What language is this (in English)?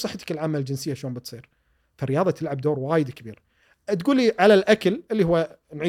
Gulf Arabic